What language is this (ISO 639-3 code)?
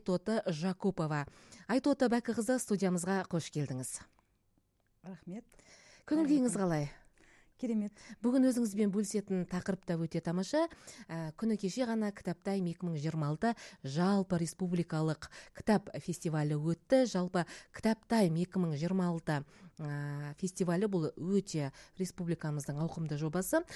kaz